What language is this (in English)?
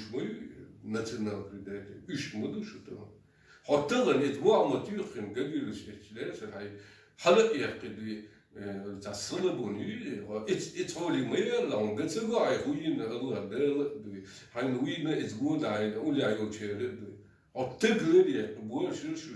Chechen